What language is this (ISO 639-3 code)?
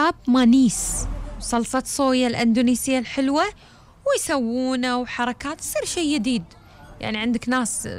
afb